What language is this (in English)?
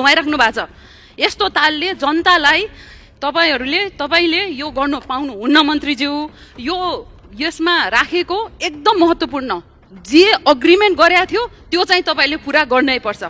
Nepali